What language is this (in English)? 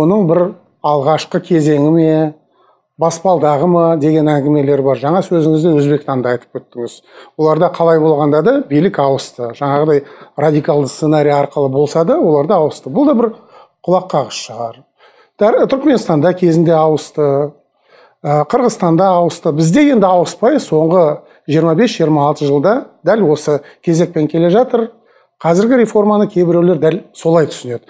Kazakh